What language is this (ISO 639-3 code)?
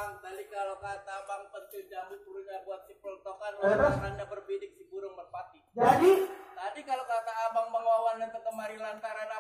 bew